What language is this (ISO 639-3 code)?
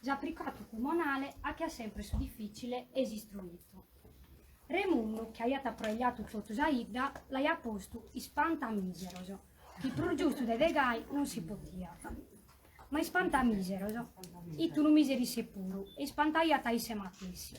srd